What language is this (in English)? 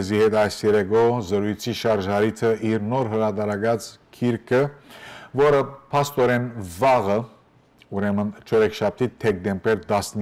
Western Armenian